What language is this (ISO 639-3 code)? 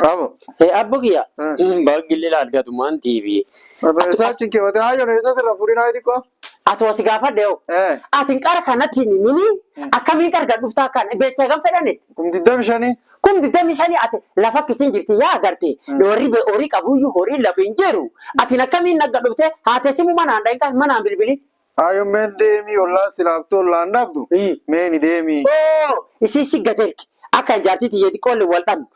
orm